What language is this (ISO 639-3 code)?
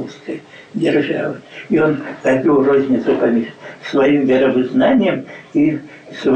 bel